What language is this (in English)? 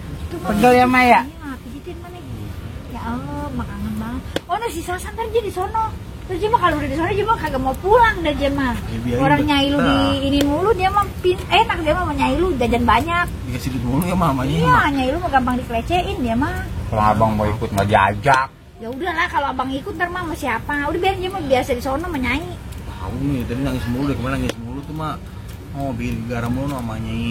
Betawi